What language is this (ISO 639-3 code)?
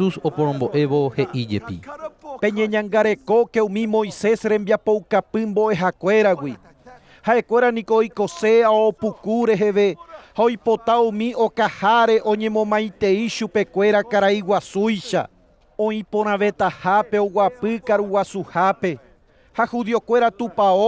grn